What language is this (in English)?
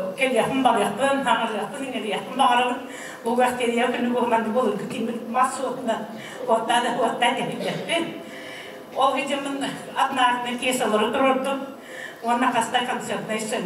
Yakut